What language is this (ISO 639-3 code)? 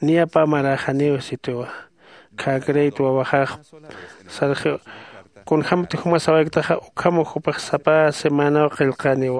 aym